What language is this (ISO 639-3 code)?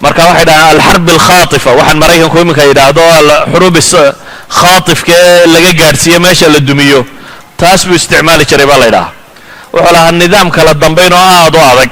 som